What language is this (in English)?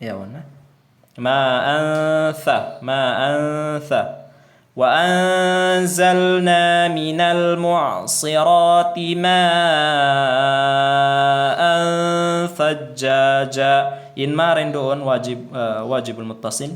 Tausug